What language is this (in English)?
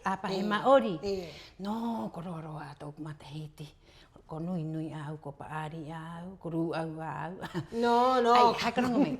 Rapanui